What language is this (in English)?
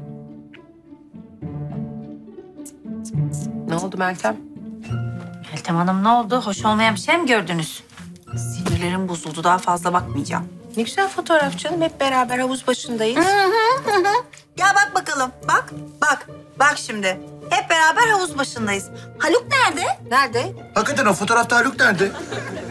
Turkish